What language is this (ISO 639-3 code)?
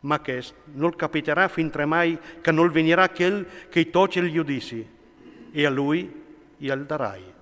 fur